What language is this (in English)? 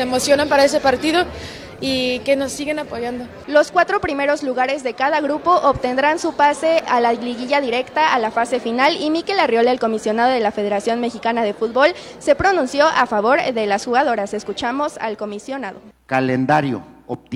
Spanish